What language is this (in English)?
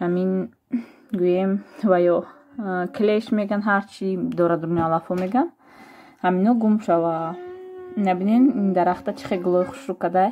Tajik